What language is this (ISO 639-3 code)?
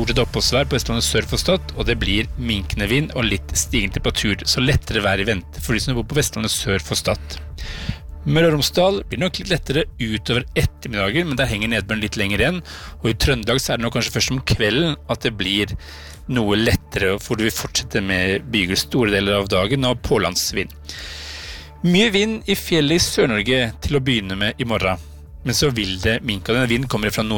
nor